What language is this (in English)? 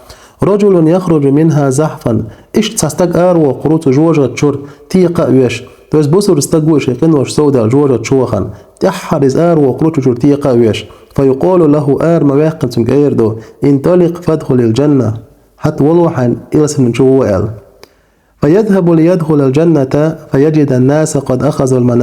Chechen